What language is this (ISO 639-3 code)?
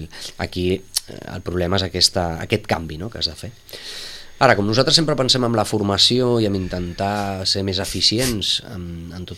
cat